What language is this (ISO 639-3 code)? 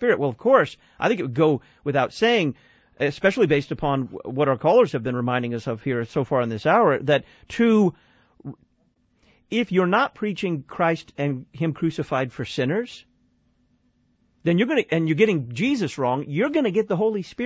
eng